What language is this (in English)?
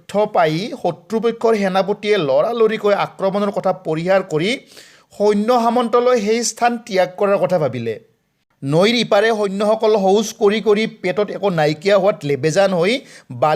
Assamese